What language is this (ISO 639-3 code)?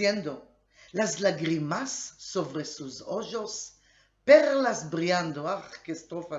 lad